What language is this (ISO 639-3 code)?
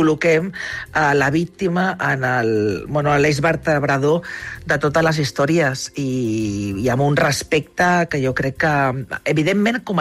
cat